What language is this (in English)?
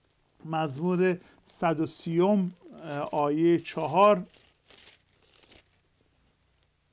Persian